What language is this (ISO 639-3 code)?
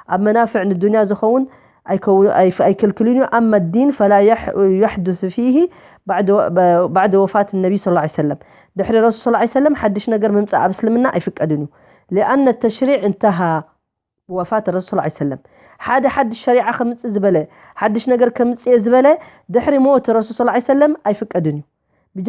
tir